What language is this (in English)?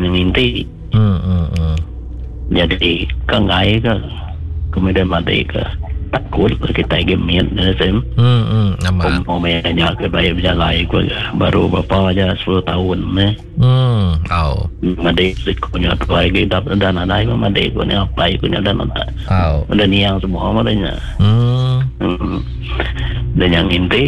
Iban